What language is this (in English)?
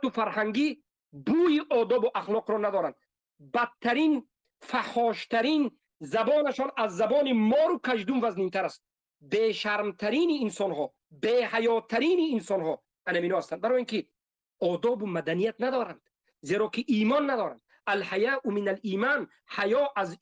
Tajik